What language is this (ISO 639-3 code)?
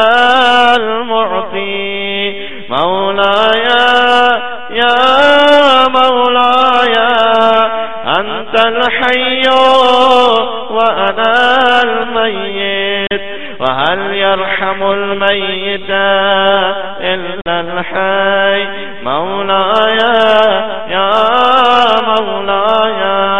urd